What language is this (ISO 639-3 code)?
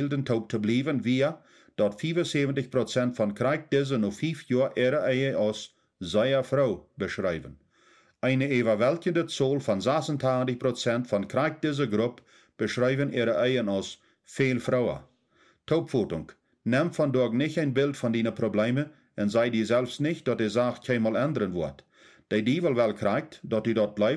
pdt